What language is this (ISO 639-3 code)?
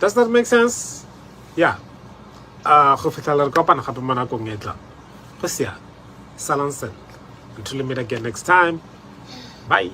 tsn